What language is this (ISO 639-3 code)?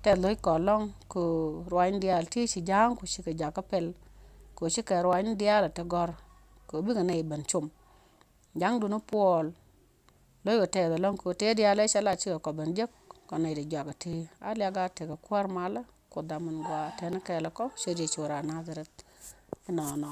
nus